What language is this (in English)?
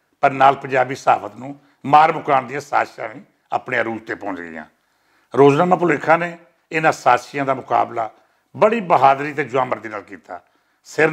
Western Panjabi